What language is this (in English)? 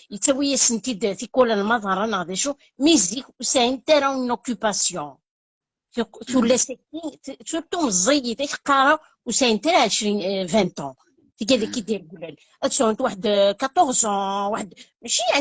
Kabyle